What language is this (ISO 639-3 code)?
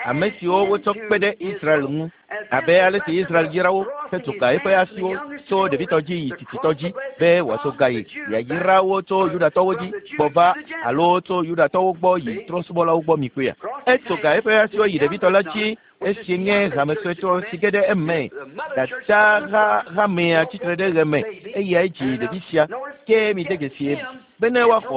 ewe